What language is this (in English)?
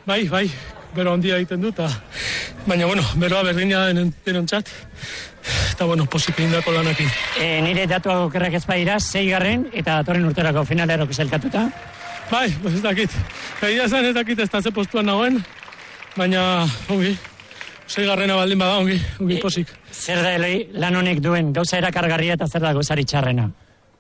Basque